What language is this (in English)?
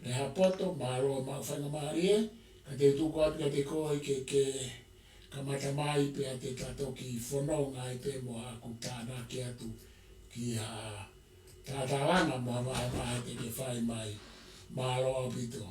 Tongan